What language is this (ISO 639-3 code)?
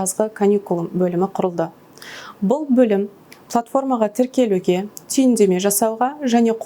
kaz